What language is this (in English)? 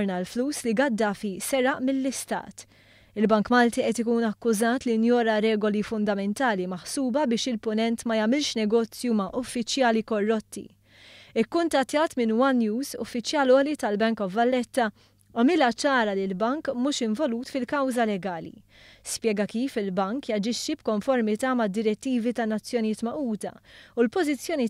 Maltese